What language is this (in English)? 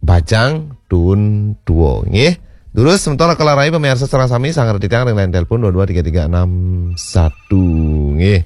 Balinese